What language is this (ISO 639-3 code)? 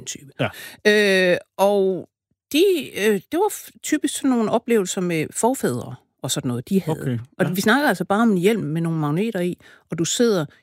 dan